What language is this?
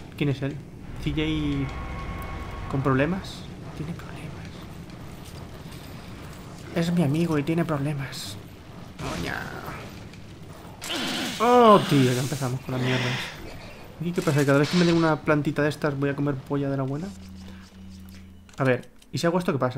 Spanish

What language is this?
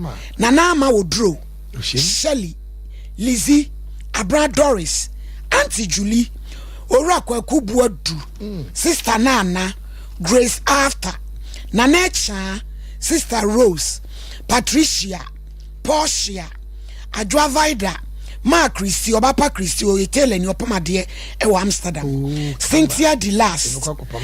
Akan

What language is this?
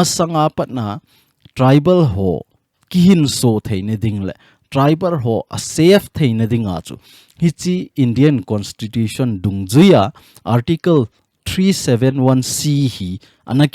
Thado Chin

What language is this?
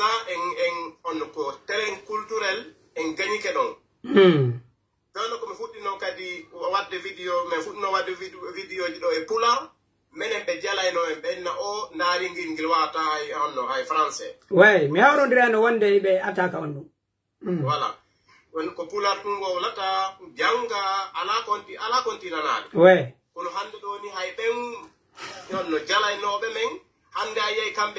Pular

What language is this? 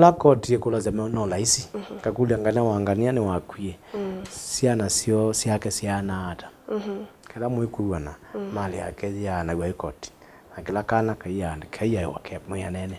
Kamba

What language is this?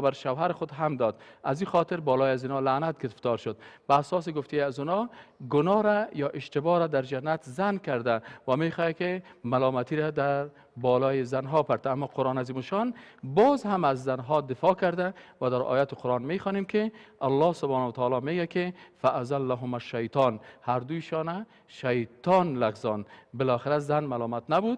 Persian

